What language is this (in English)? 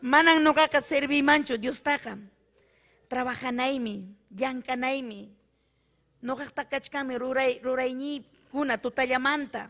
Ayacucho Quechua